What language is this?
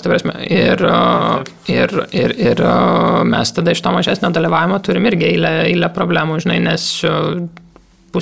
Lithuanian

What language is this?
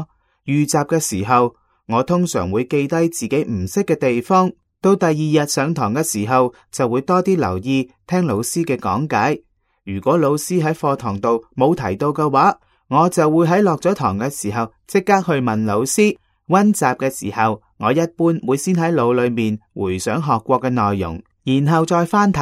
Cantonese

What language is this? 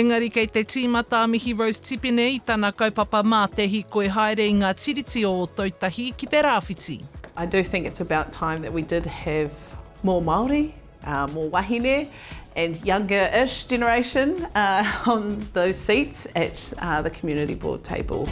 Māori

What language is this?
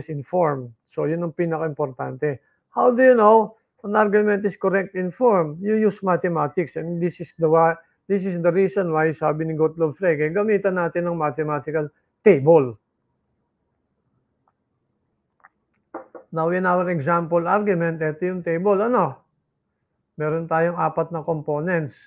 Filipino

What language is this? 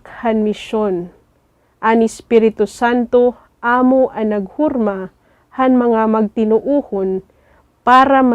Waray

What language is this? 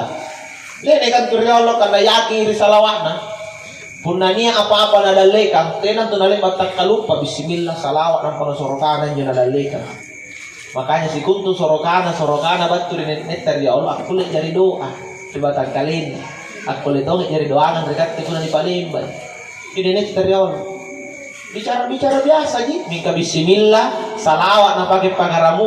Makasar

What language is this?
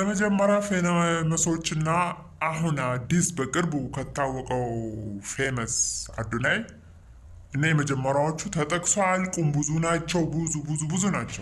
Amharic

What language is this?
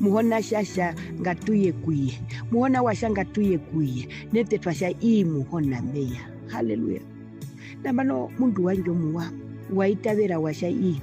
Herero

